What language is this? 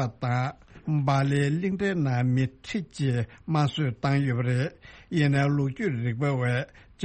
Tibetan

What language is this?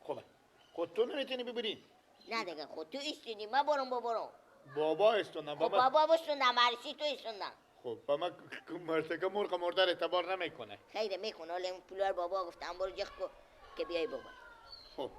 Persian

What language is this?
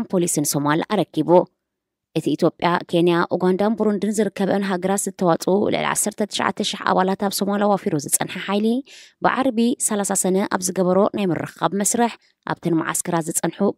Tigrinya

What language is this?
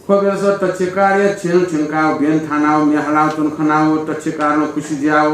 Newari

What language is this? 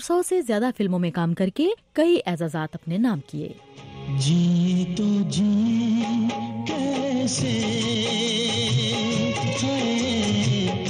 Urdu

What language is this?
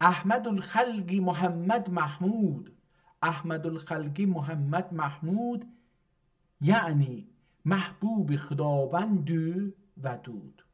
South Azerbaijani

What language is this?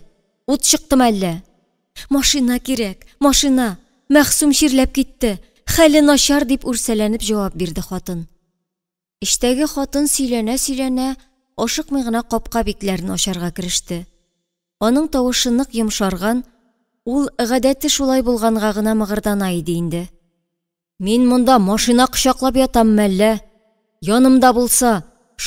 Tatar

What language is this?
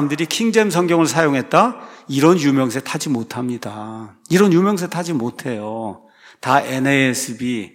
Korean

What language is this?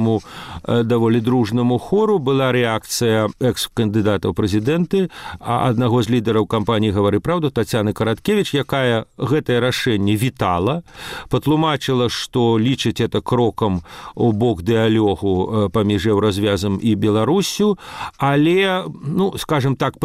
Belarusian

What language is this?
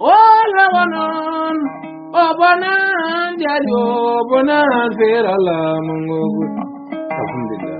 Fula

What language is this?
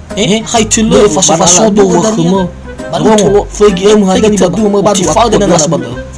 Nias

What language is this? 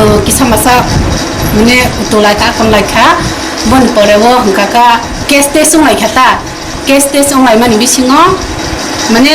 Kok Borok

